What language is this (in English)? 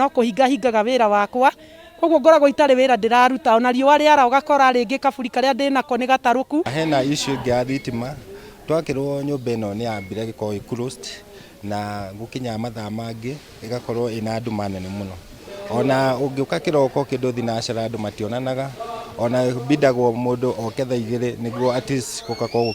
Kikuyu